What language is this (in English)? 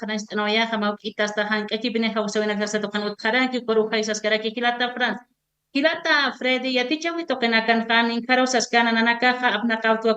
Aymara